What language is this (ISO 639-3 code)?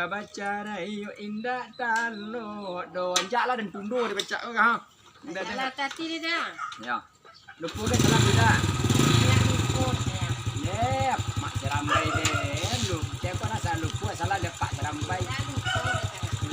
min